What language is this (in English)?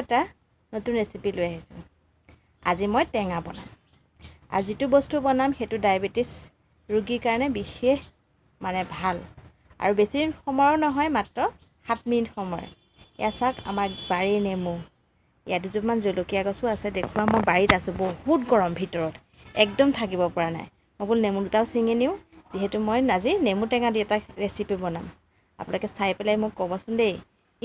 Assamese